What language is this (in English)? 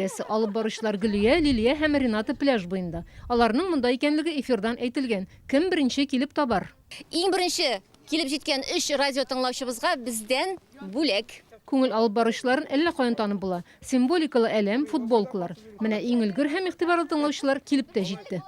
Tatar